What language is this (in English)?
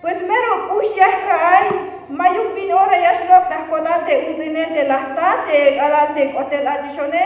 Tzeltal